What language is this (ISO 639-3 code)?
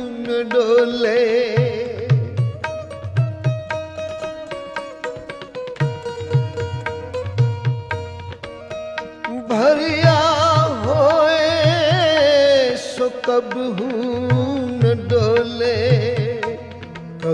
hin